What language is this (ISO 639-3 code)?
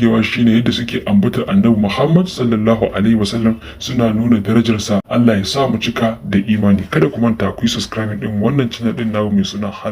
hau